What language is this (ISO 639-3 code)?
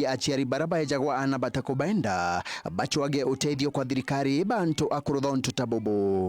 mer